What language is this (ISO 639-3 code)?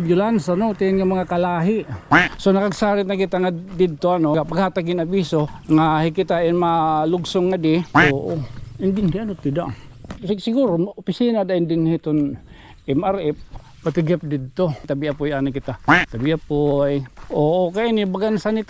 war